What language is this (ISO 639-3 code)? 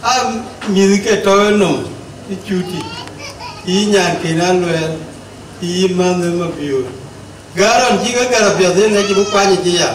din